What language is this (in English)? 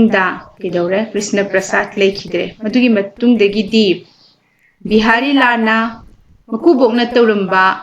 Manipuri